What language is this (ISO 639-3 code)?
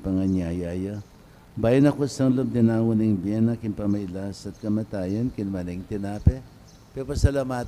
pam